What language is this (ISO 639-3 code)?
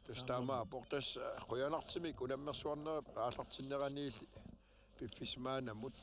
kal